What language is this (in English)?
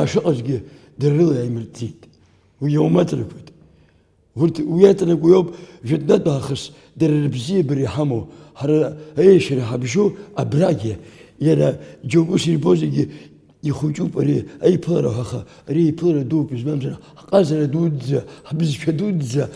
Abkhazian